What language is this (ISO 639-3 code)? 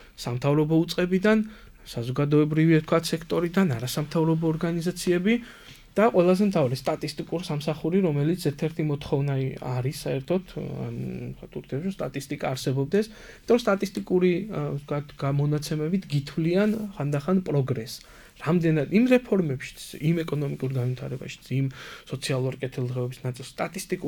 kat